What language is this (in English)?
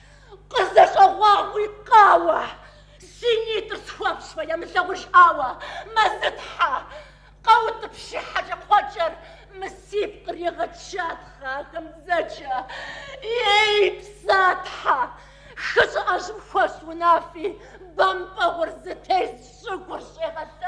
Kabardian